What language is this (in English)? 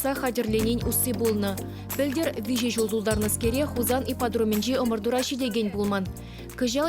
Chuvash